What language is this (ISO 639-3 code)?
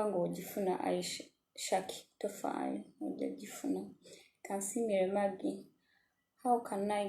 lug